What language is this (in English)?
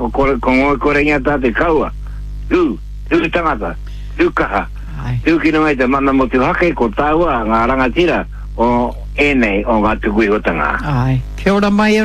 Māori